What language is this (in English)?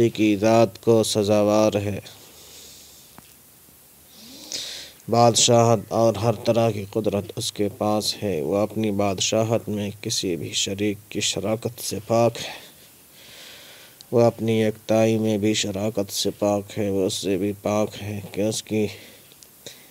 Urdu